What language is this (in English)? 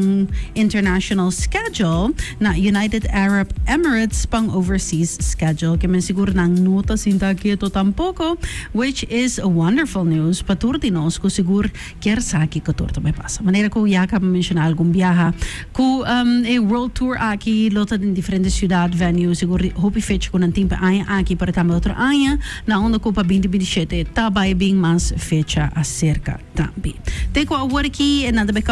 Papiamento